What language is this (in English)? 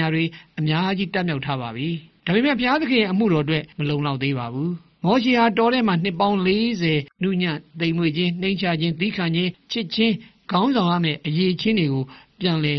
Burmese